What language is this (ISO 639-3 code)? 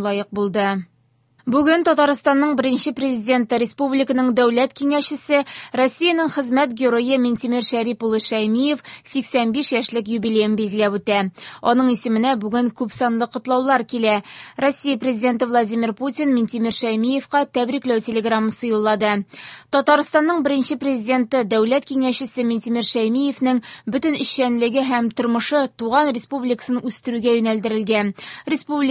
tat